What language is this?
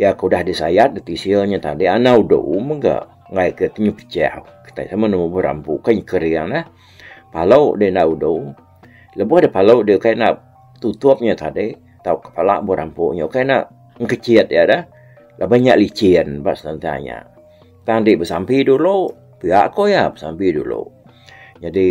Iban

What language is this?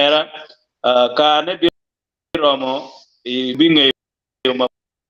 Acoli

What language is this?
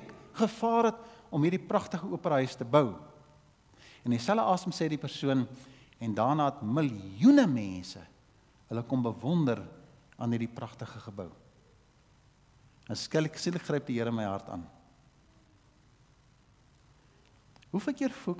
Afrikaans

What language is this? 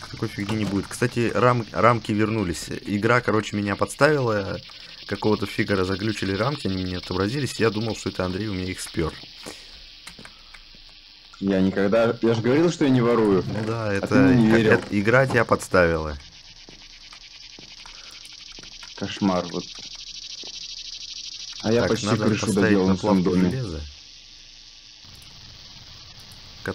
Russian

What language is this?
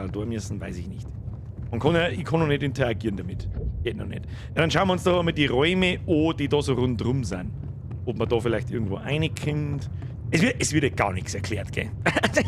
Bavarian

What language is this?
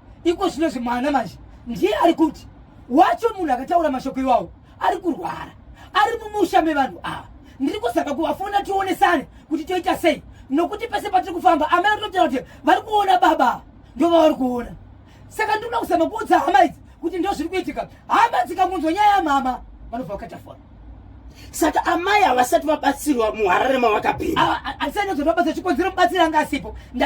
Shona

